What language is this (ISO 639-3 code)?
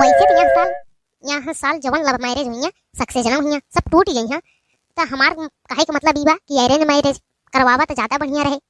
awa